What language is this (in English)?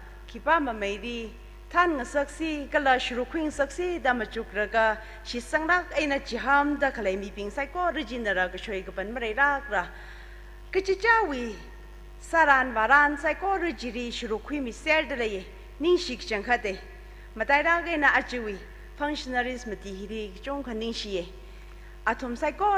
Tangkhul Naga (India)